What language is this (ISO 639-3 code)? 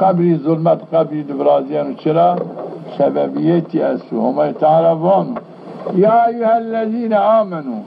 zza